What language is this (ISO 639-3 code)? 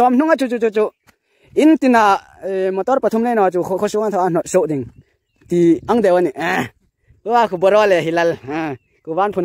hmr